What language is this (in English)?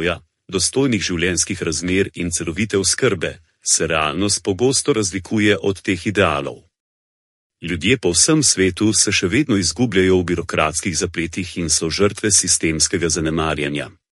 Slovenian